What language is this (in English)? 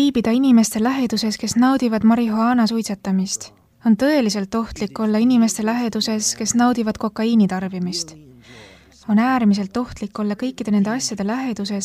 Estonian